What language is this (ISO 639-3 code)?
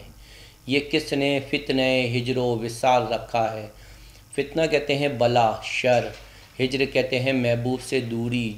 urd